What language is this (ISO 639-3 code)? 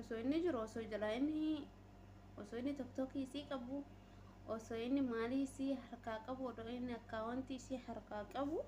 orm